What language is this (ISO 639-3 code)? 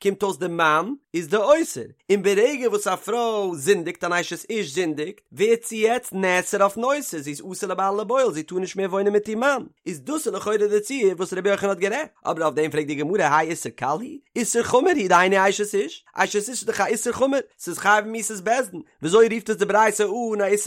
yid